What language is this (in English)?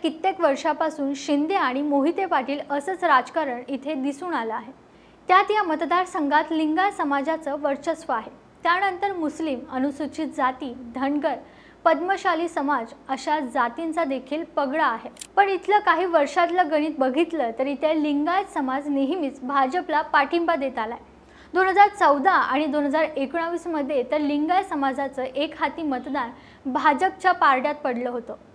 Marathi